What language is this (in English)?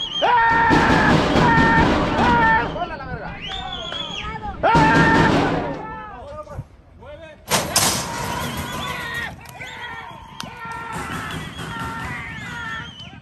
Spanish